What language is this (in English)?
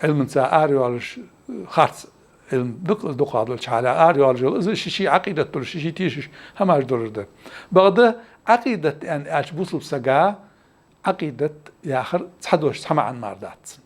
Ingush